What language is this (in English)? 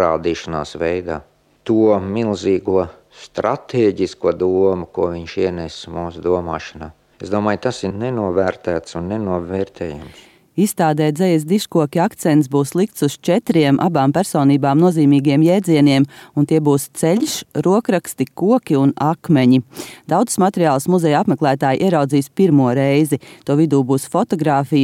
Latvian